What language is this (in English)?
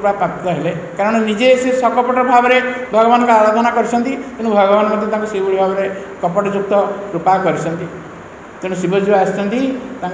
Odia